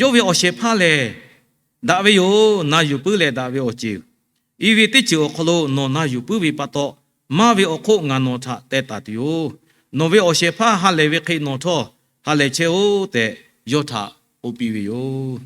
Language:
Lahu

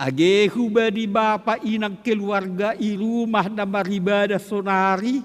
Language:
Batak Simalungun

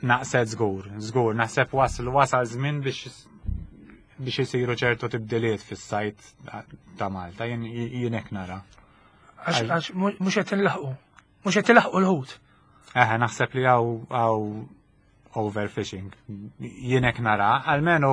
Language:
Maltese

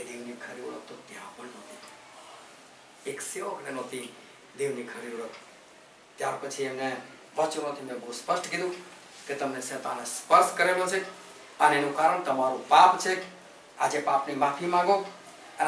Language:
Gujarati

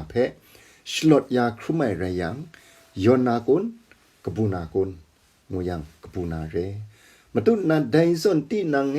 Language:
Kachin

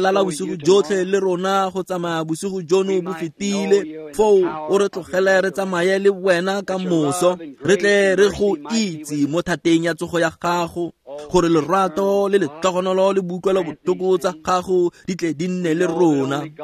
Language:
Tswana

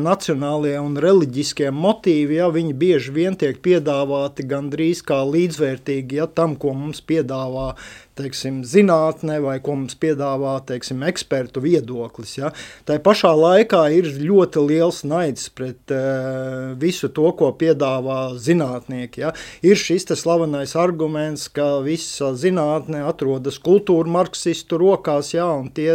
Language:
Latvian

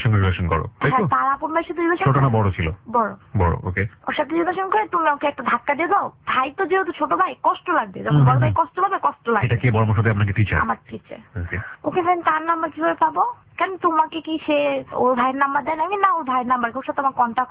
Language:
Bangla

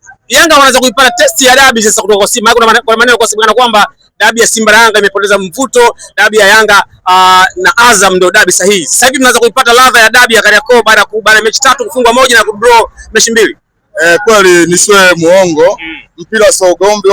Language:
Swahili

